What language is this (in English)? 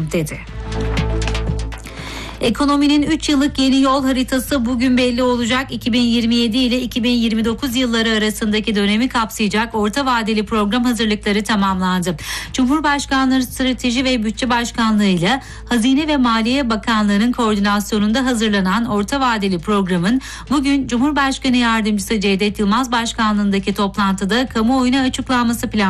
Turkish